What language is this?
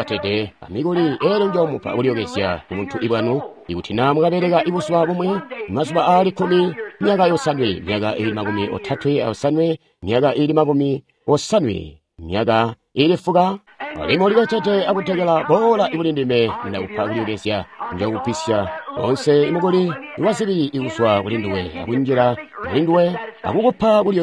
Tonga (Zambia)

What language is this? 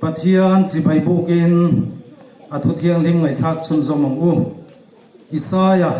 Hmar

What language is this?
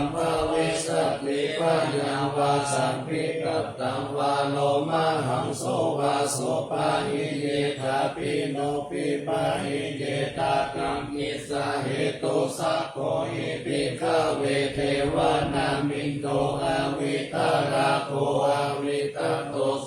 Pali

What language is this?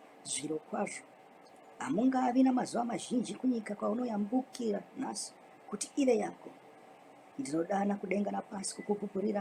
Shona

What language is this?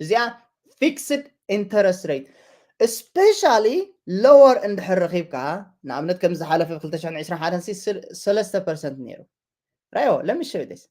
Tigrinya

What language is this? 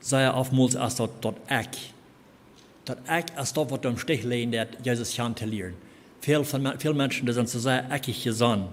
Plautdietsch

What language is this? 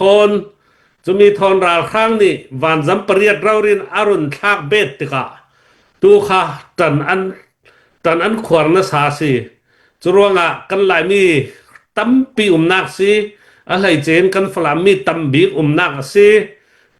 Falam Chin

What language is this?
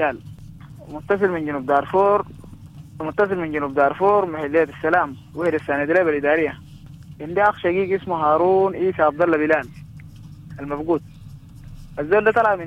Sudanese Arabic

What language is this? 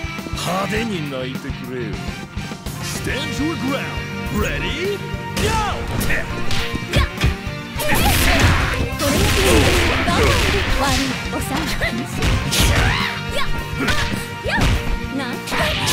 Japanese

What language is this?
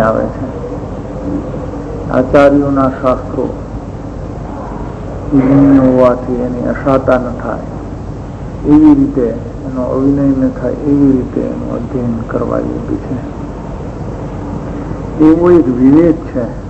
Gujarati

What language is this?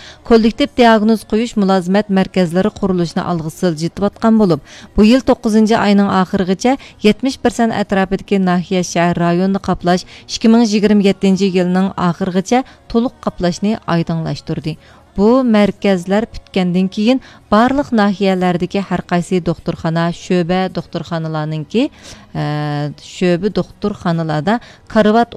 Uyghur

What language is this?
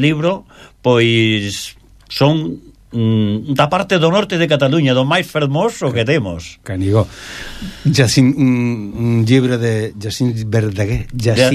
Galician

